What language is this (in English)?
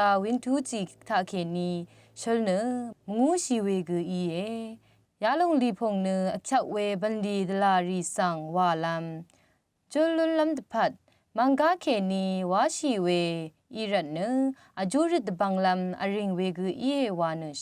Rawang